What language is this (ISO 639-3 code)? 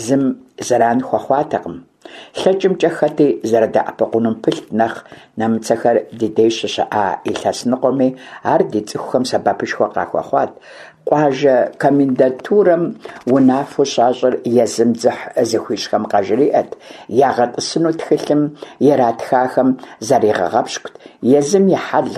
kbd